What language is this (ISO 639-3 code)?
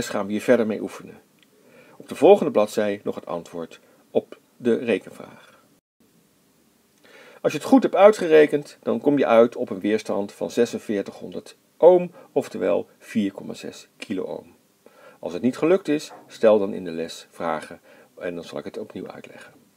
nld